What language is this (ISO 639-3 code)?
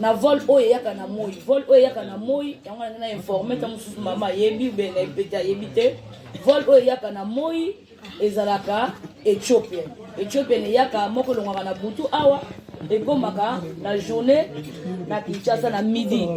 lin